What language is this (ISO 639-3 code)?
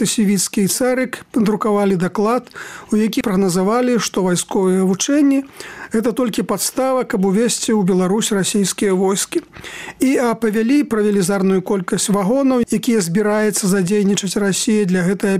bel